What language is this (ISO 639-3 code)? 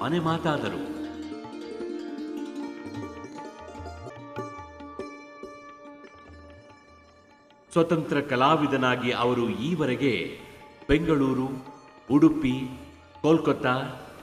kan